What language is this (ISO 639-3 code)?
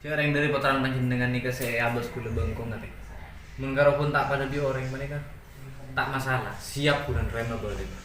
mad